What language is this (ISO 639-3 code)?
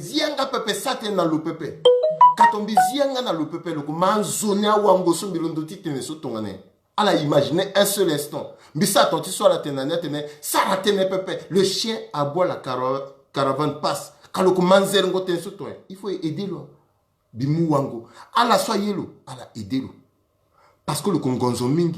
sag